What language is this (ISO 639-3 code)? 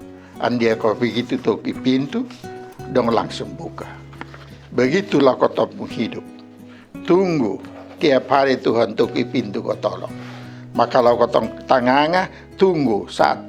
mkn